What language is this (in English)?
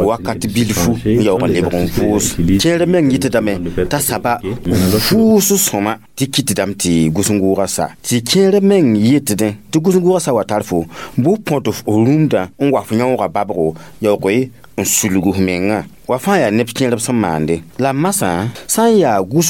Mossi